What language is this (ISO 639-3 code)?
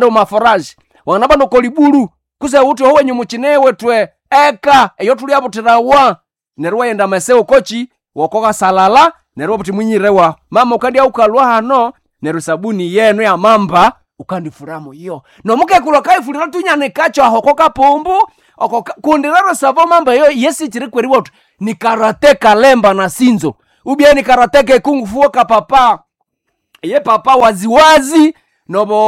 swa